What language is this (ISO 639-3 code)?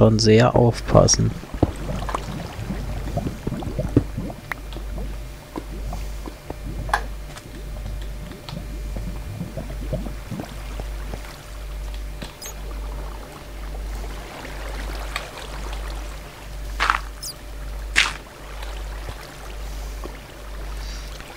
deu